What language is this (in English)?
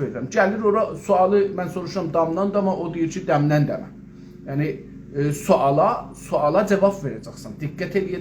South Azerbaijani